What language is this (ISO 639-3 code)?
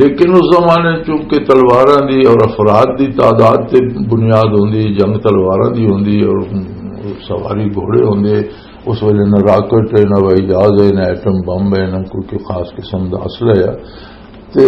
lah